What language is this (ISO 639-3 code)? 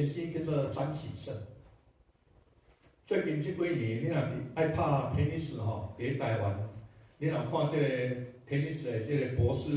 nan